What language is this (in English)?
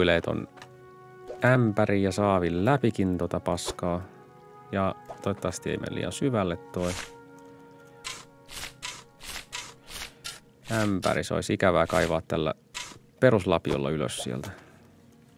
Finnish